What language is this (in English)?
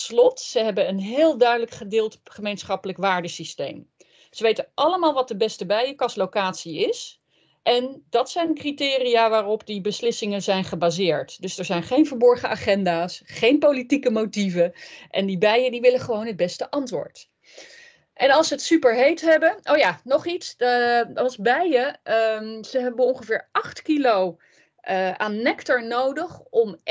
Dutch